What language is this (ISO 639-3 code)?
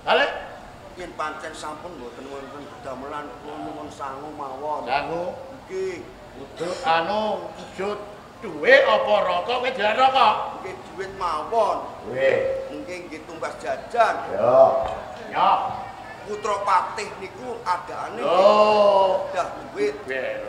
jav